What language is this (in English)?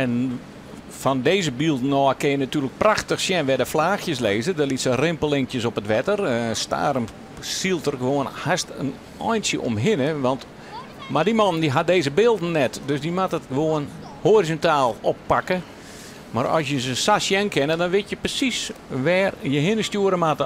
Western Frisian